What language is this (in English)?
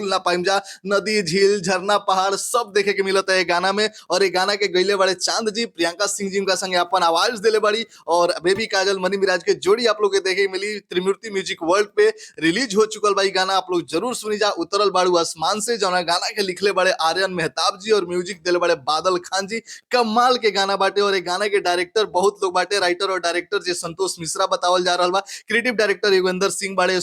Bhojpuri